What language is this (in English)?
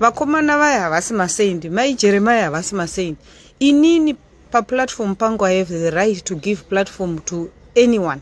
Shona